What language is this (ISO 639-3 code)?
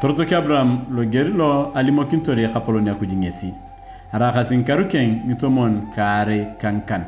tuv